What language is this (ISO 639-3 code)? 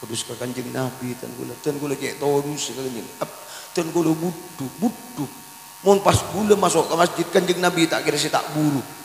mad